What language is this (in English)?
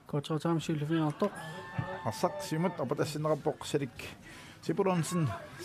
Kalaallisut